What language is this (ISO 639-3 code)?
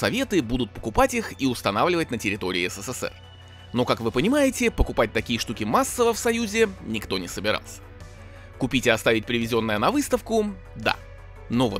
rus